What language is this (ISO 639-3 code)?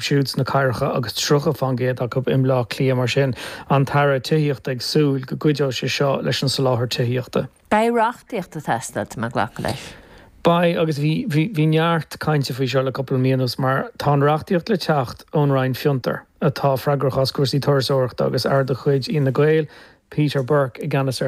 gle